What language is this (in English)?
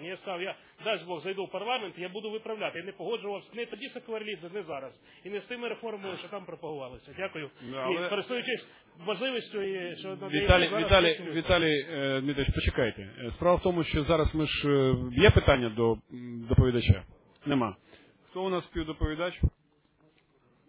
Ukrainian